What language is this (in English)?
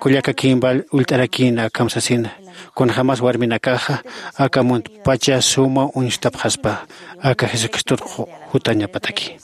Aymara